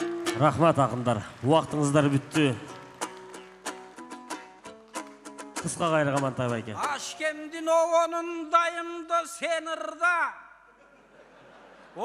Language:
Kyrgyz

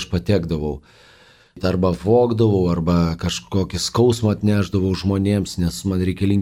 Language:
Lithuanian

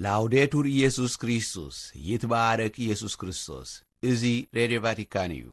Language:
Tigrinya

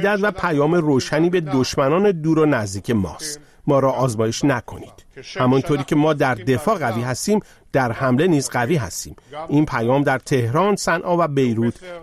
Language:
Persian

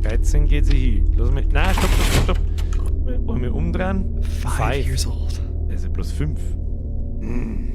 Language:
Bavarian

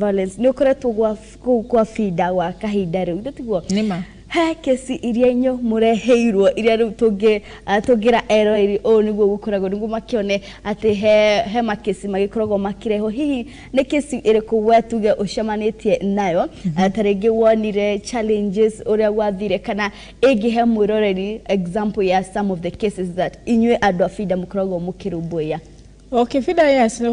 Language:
Kikuyu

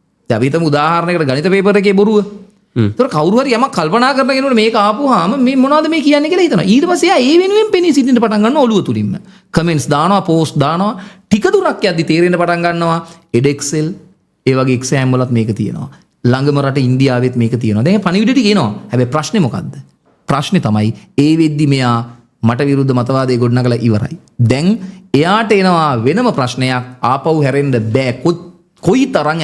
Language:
Sinhala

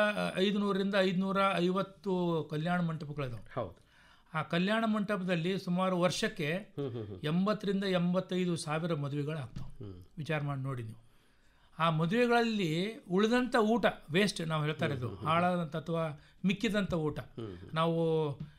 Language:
Kannada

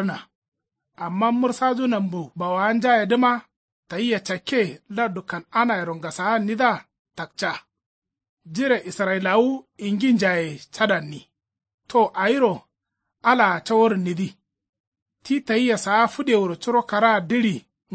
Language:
Kanuri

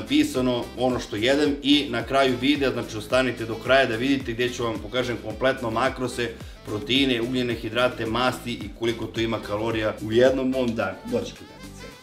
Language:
Serbian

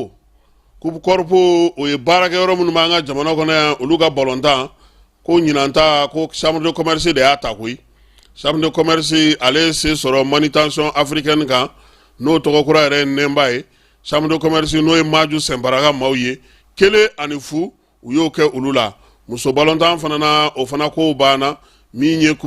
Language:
Bambara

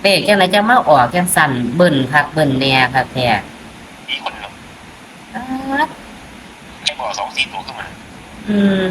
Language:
Northeastern Thai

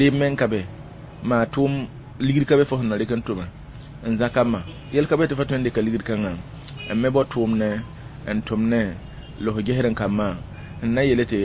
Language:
Mossi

